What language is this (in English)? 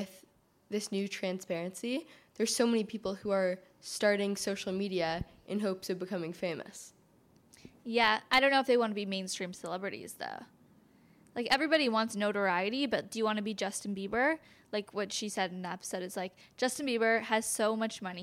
English